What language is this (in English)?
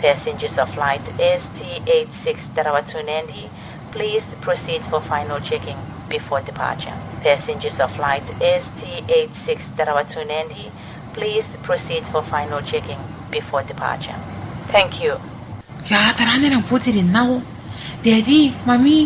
Gilbertese